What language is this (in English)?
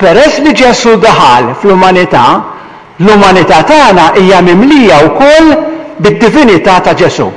Maltese